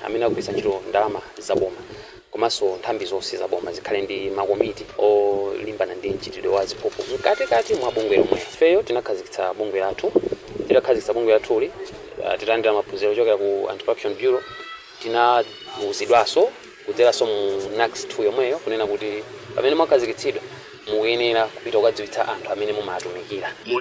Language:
Nyanja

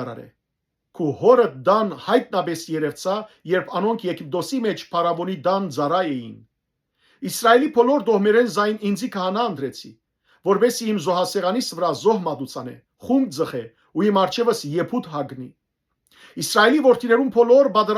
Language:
Western Armenian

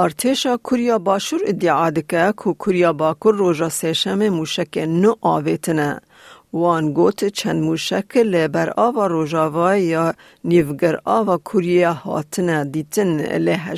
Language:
Kurdish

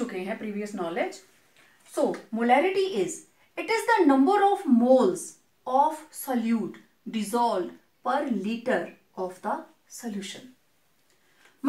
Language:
Hindi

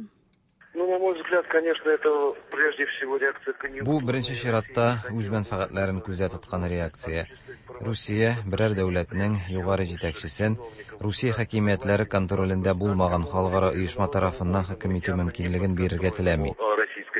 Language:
Tatar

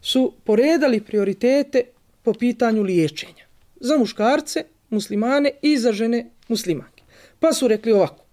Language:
Bosnian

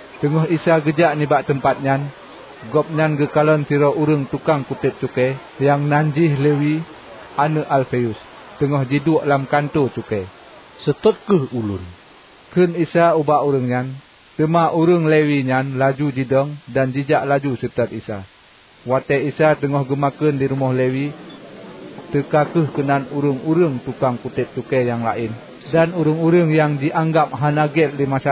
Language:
Achinese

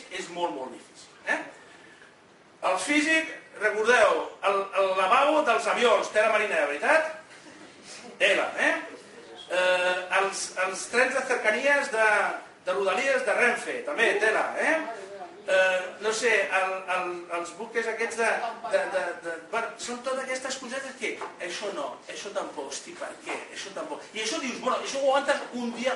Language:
Catalan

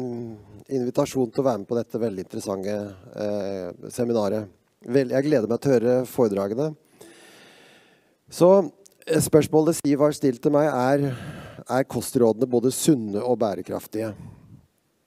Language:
Norwegian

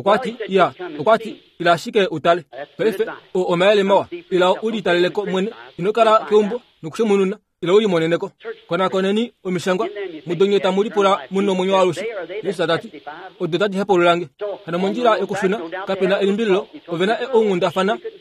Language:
Kuanyama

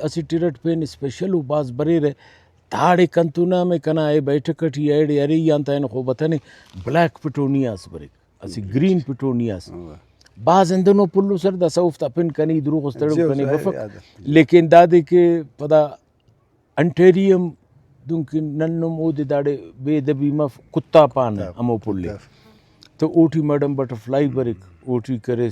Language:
Brahui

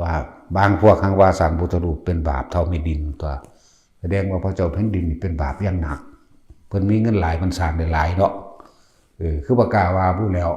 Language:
Northeastern Thai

